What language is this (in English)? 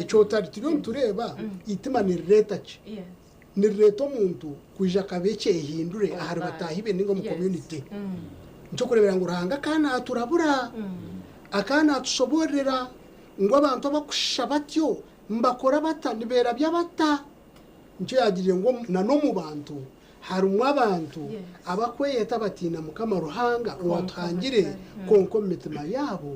Nyankole